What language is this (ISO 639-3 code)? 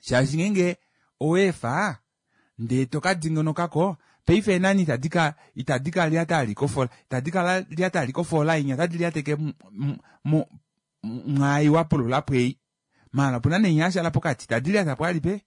kua